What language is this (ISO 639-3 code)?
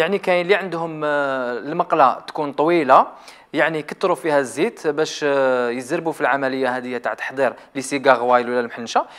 arq